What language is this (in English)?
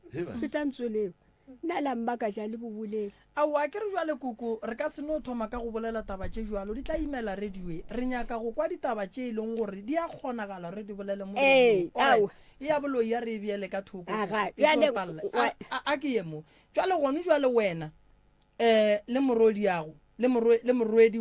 Northern Sotho